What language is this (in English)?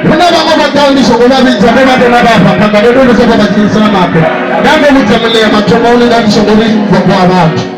Venda